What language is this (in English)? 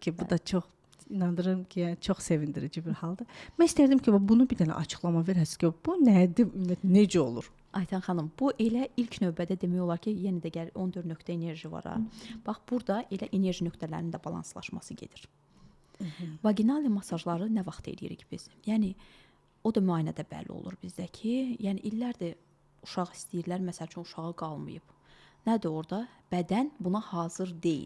Azerbaijani